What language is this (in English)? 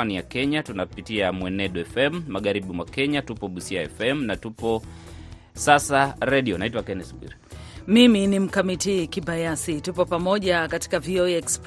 Swahili